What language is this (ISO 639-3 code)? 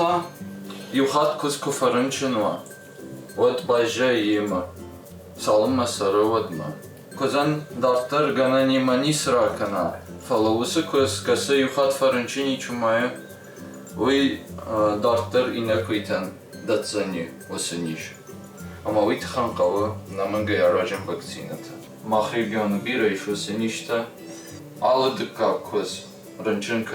oss